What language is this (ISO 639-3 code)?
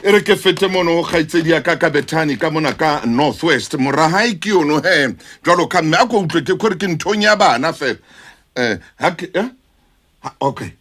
sot